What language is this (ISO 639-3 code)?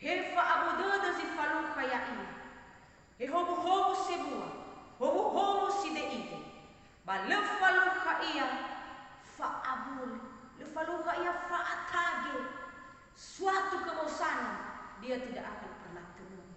nia